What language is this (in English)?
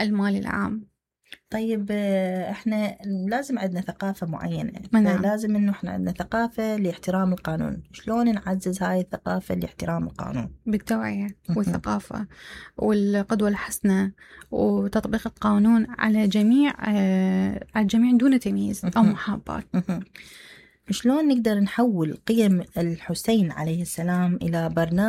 Mesopotamian Arabic